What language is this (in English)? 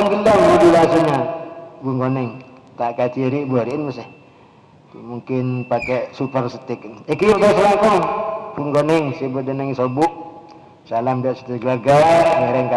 Madurese